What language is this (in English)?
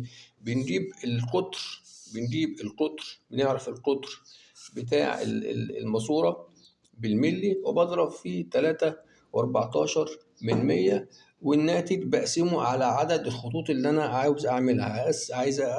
Egyptian Arabic